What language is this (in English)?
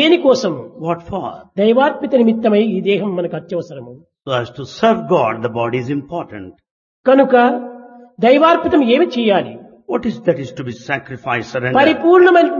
Telugu